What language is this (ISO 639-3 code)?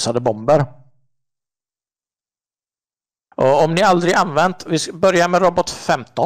swe